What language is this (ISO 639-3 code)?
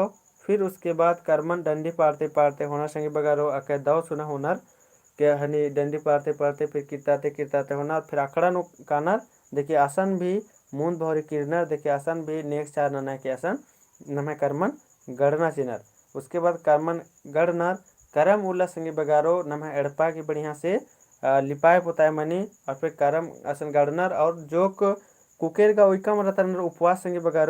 kru